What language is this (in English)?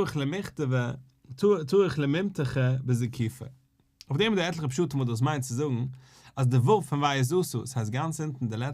Yiddish